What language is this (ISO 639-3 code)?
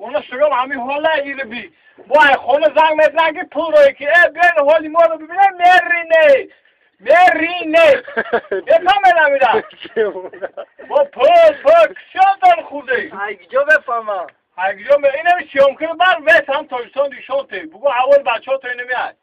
tgk